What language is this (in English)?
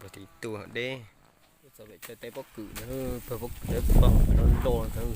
Hmong